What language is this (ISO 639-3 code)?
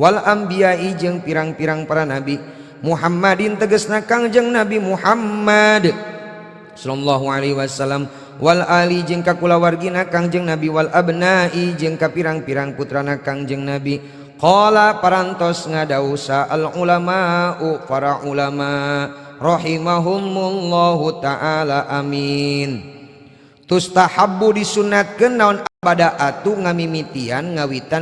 sun